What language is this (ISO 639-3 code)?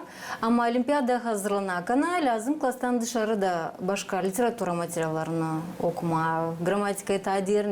gag